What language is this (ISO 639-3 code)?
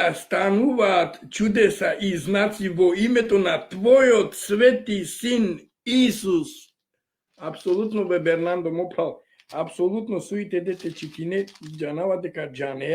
rmn